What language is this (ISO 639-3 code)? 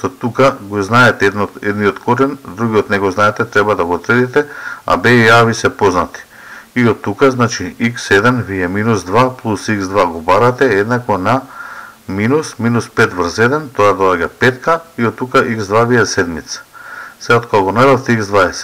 mkd